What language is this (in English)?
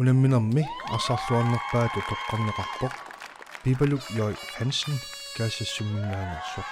Kalaallisut